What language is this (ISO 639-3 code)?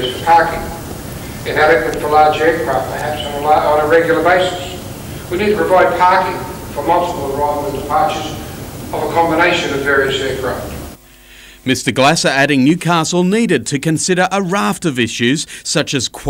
eng